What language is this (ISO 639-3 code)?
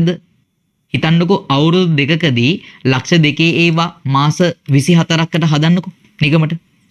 sin